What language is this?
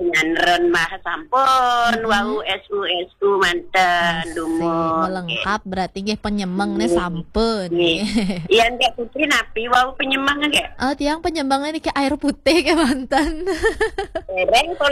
Balinese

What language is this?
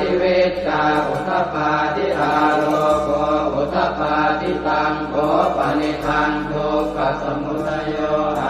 Pali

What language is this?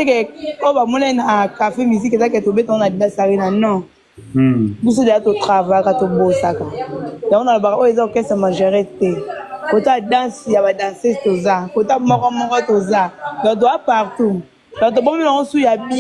Lingala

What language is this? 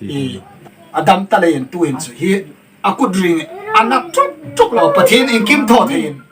Hmar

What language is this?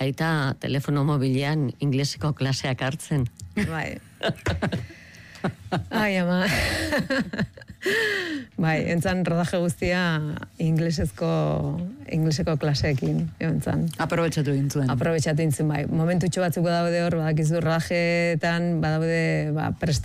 Basque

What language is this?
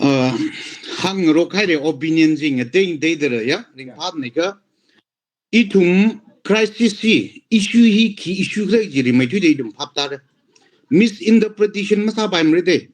Tangkhul Naga (India)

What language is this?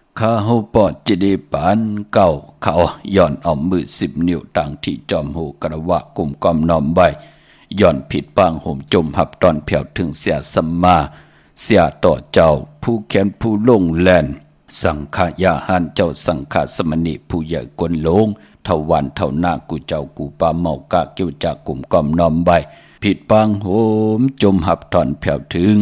Shan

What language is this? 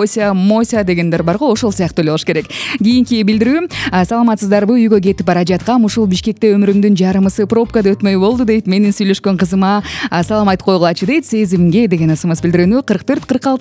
Kyrgyz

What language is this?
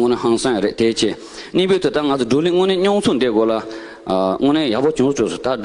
Tibetan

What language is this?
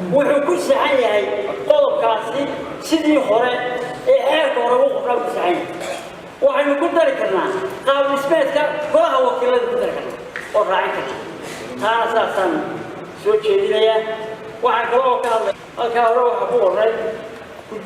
Somali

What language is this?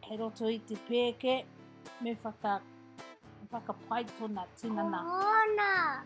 Māori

